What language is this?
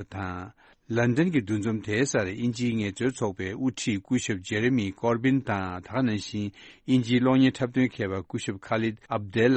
Tibetan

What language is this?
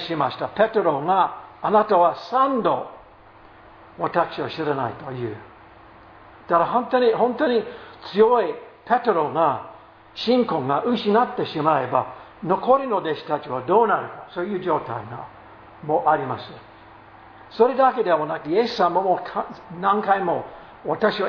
Japanese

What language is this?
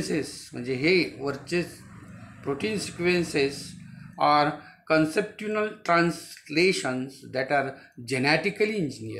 Marathi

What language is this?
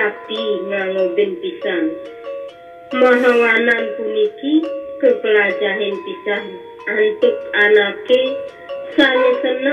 Balinese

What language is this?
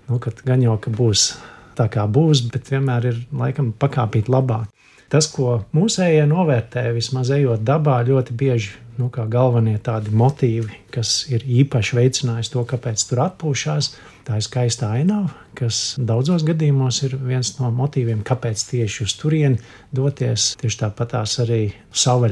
Latvian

